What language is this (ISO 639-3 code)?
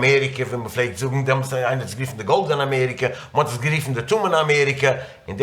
yid